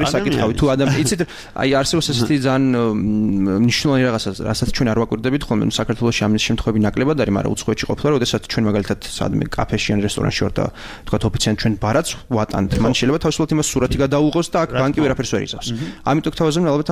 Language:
Georgian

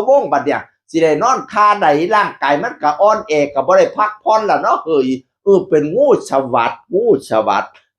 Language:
Northeastern Thai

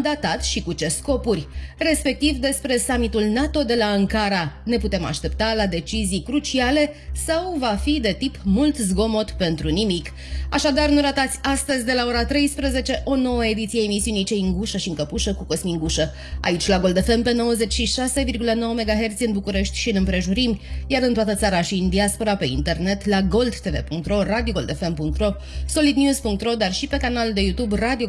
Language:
Romanian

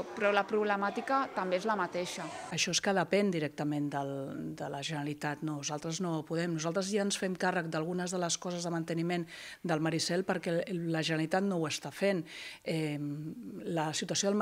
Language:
Catalan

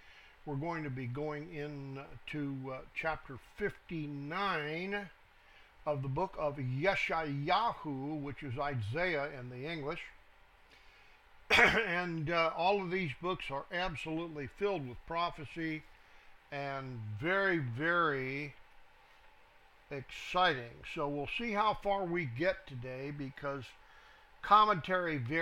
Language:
English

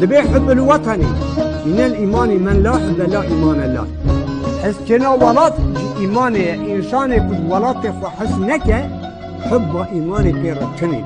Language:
Kurdish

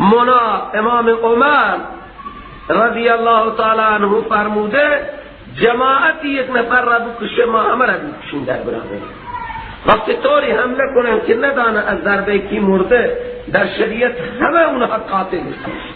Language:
Persian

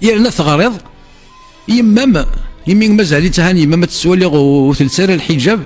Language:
Kabyle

